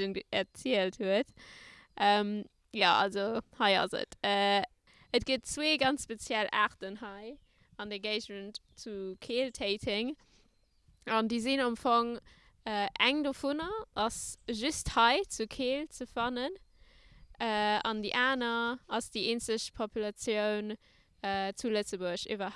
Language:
Luxembourgish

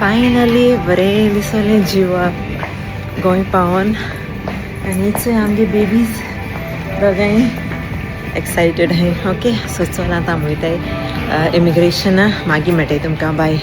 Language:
Konkani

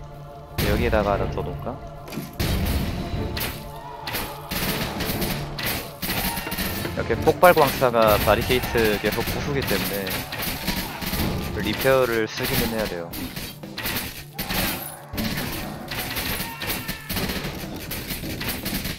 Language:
Korean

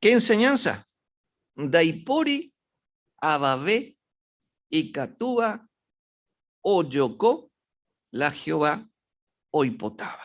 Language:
Guarani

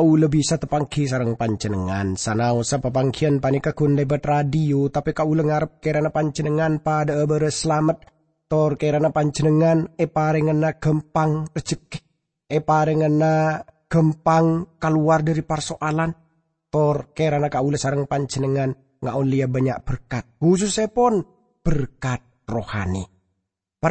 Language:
Madurese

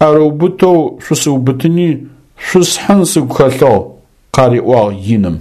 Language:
Adyghe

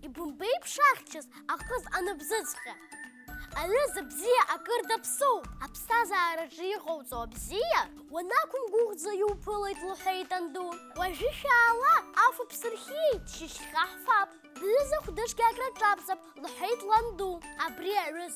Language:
Abkhazian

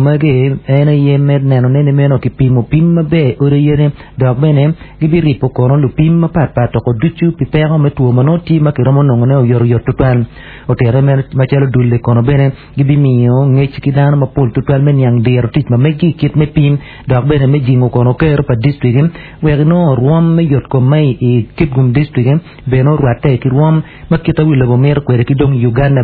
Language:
Acoli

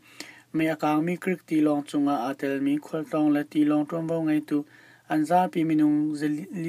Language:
Hakha Chin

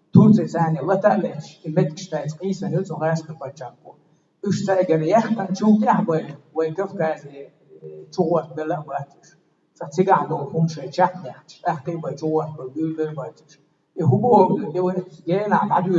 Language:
Chechen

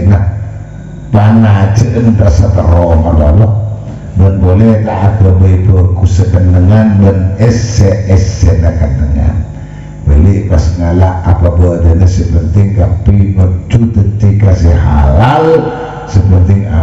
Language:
Madurese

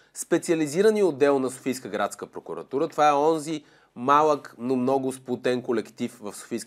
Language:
Bulgarian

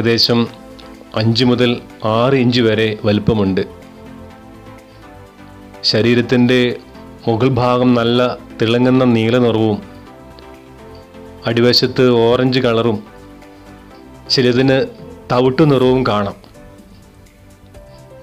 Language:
Malayalam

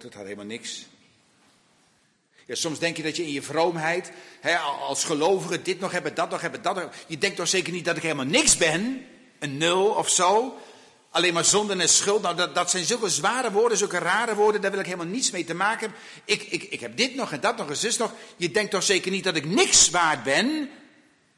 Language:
Dutch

